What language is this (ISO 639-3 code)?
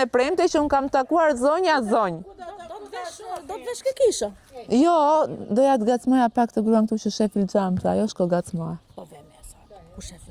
sqi